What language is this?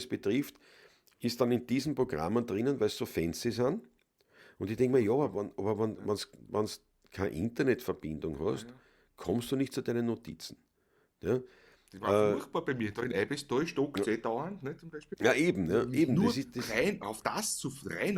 Bavarian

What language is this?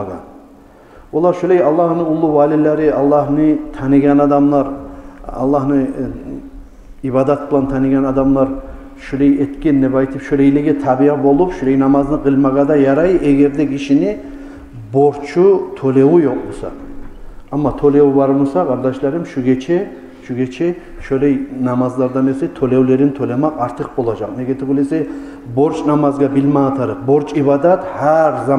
Kumyk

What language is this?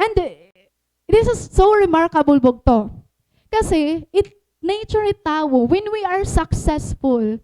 Waray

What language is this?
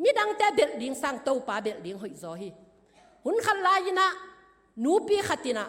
Tedim Chin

